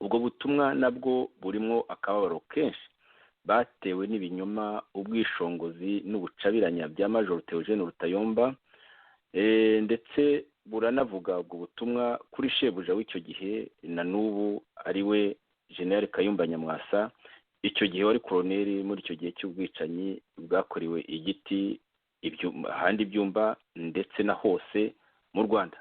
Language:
Kinyarwanda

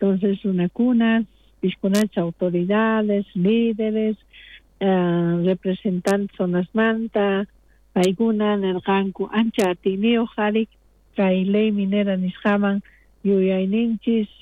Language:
South Bolivian Quechua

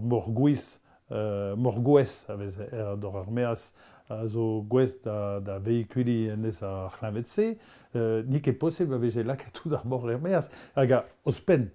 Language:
Breton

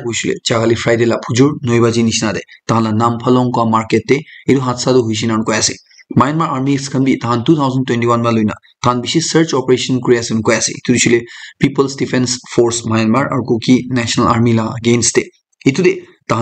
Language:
Naga Pidgin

